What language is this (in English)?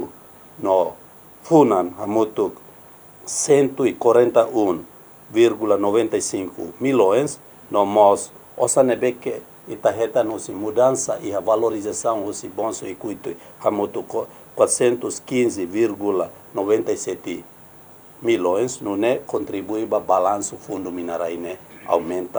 Tetum